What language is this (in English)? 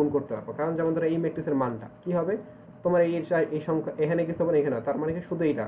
Bangla